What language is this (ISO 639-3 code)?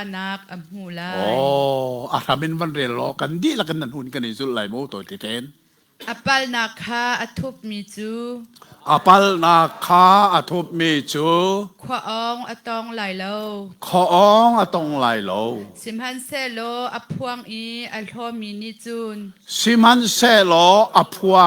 cnh